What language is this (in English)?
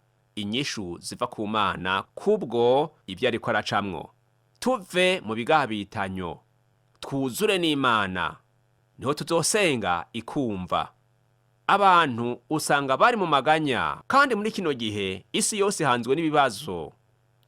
Rundi